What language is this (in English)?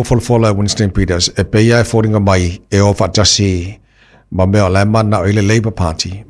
Samoan